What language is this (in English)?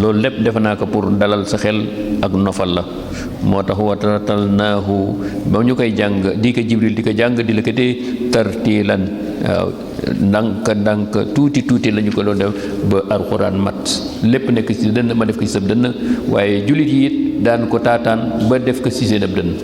Wolof